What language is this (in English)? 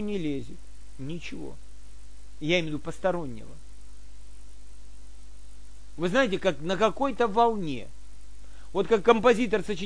Russian